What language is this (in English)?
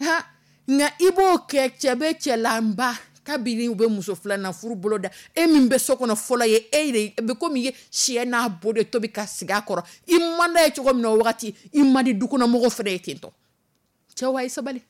Dyula